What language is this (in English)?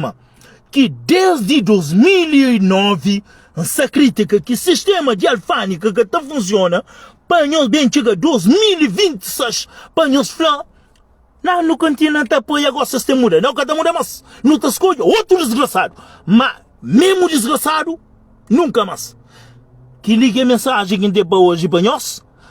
Kabuverdianu